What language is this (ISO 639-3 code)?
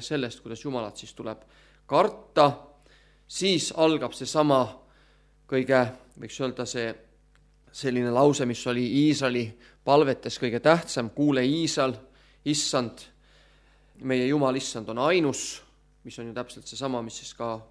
est